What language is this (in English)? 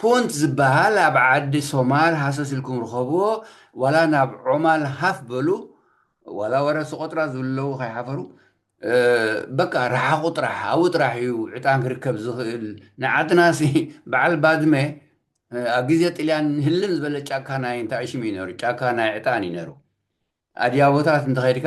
Tigrinya